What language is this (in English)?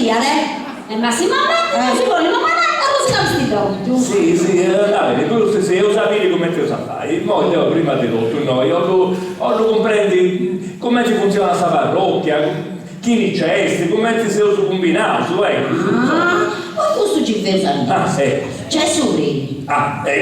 Sardinian